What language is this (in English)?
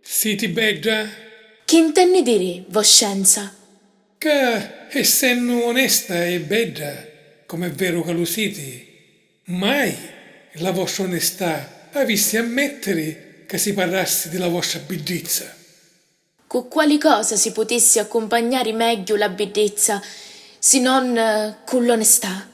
Sicilian